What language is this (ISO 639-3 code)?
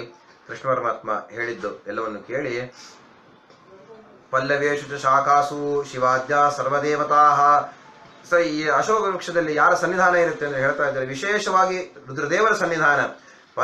kan